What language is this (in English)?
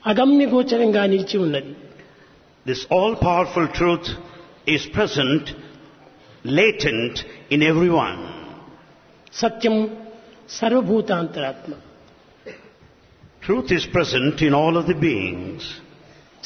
Telugu